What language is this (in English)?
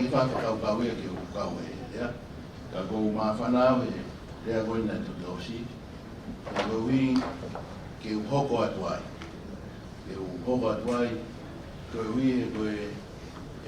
Tongan